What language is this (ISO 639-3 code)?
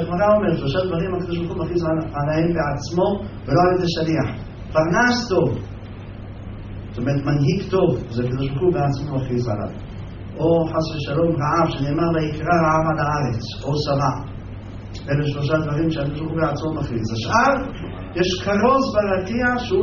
heb